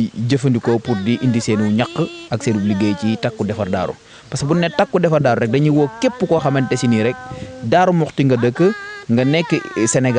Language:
Wolof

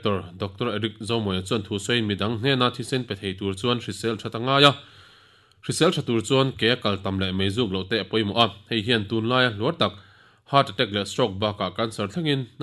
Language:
Mizo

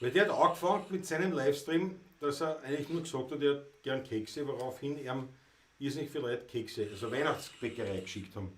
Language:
Bavarian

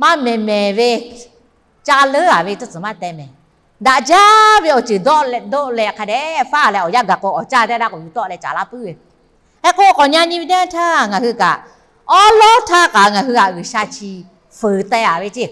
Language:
Lahu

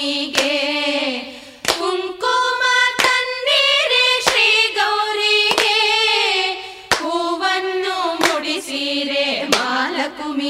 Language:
Kannada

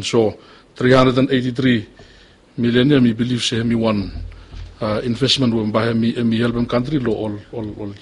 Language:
Bislama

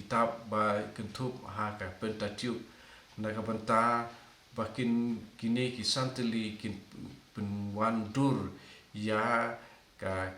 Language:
Khasi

